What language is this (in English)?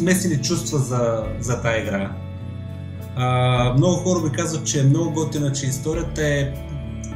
Bulgarian